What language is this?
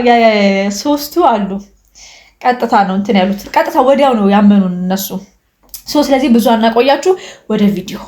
Amharic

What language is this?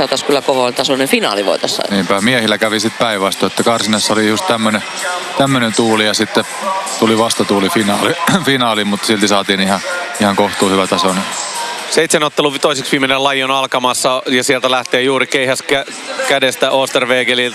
Finnish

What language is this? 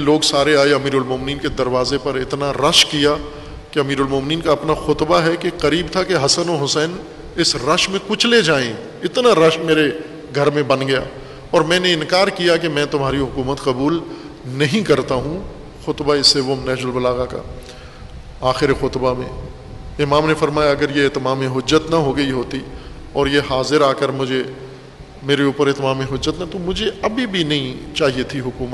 Urdu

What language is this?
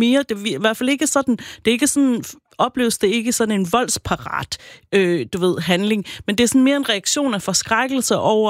Danish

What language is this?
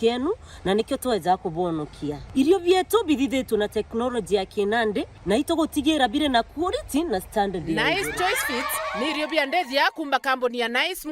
Meru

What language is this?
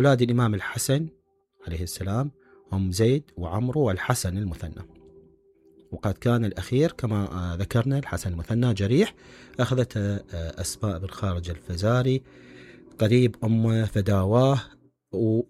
Mesopotamian Arabic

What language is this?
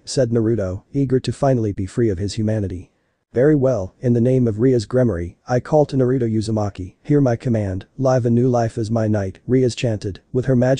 English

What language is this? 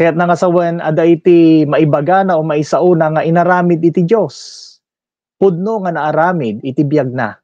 Iloko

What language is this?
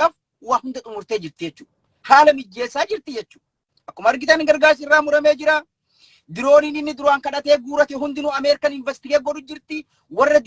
Oromo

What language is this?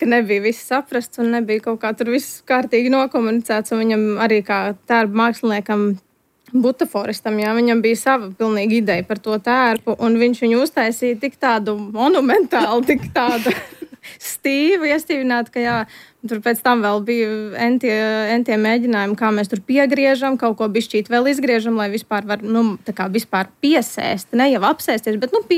Latvian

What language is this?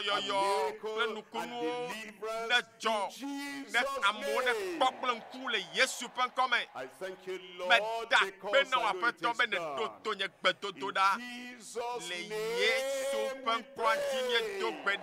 Ewe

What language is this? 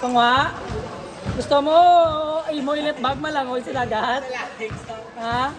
Hiligaynon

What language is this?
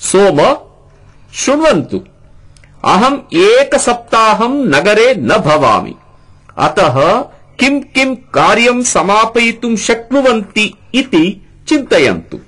Sanskrit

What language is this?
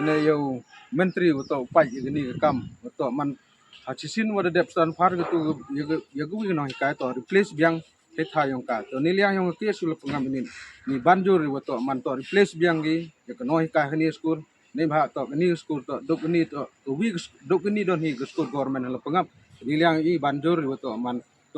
Khasi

